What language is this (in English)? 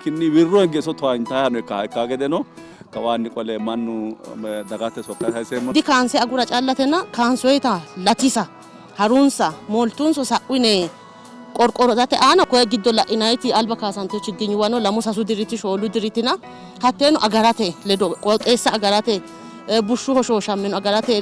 Sidamo